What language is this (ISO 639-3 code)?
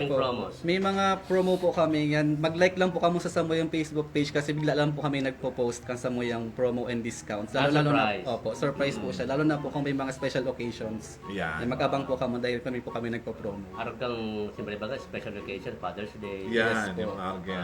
bik